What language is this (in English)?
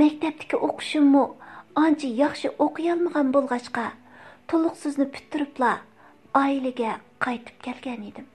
Uyghur